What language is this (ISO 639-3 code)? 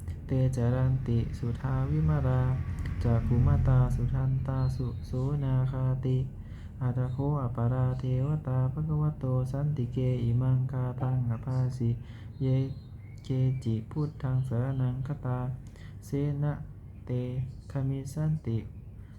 pli